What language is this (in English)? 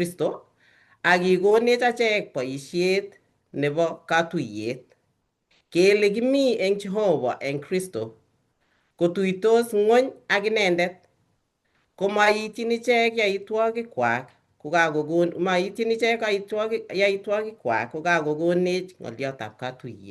Kalenjin